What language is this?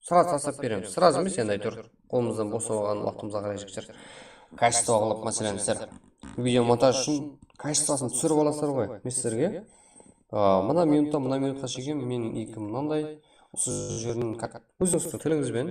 Kara-Kalpak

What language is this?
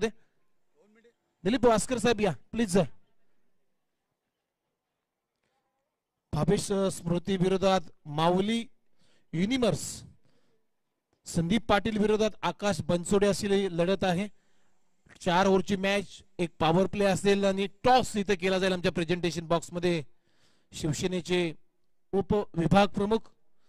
Marathi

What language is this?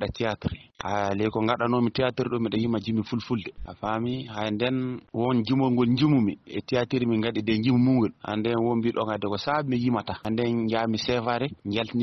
Fula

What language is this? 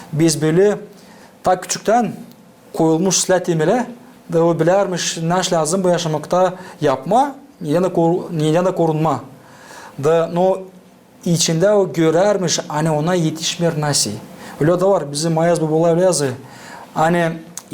Gagauz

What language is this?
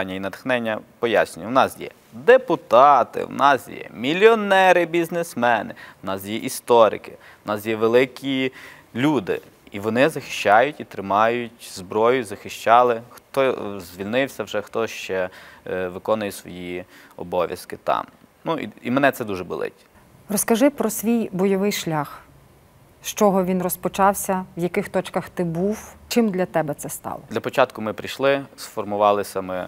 Ukrainian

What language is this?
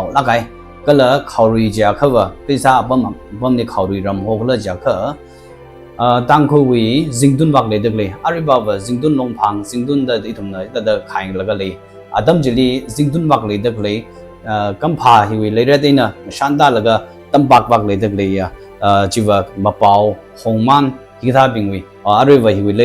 Tangkhul Naga (India)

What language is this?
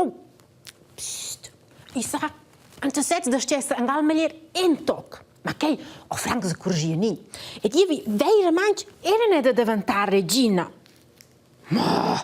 Romansh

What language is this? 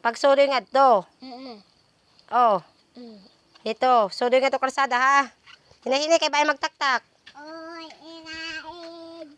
Waray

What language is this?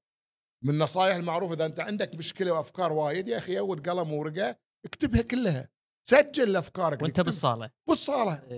Gulf Arabic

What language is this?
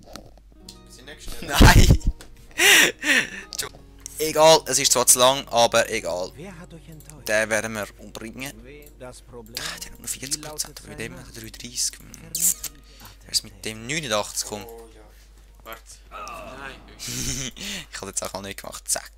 Swiss German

